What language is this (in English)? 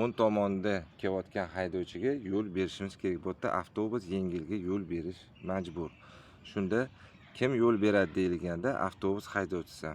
Uzbek